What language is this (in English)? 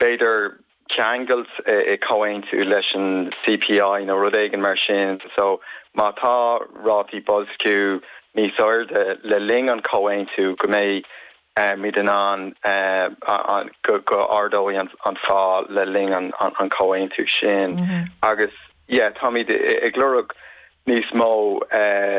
Irish